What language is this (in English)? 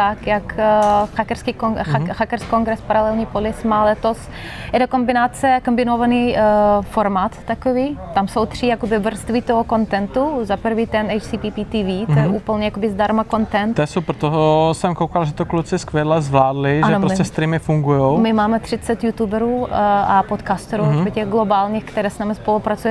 Czech